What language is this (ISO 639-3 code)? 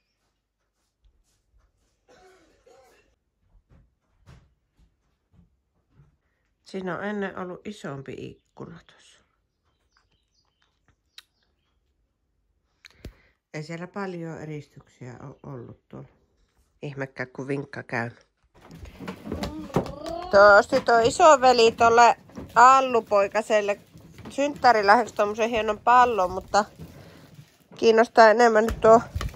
fin